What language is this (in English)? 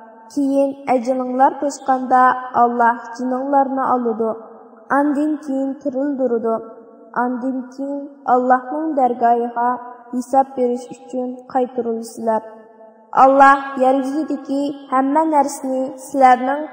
Uyghur